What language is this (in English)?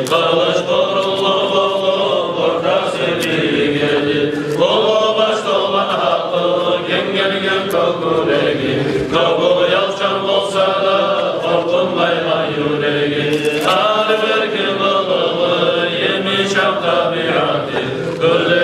Kumyk